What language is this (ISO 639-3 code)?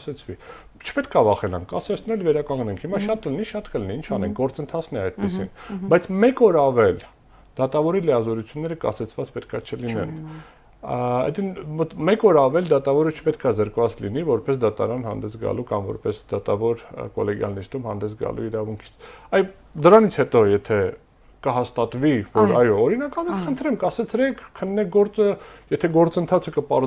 hye